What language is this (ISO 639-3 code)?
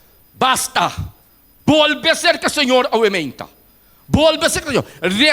pap